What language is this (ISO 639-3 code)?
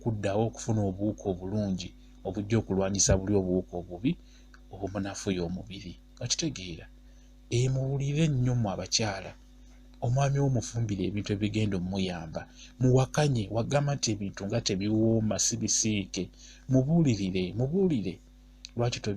lug